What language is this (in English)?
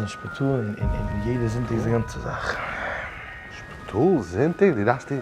Yiddish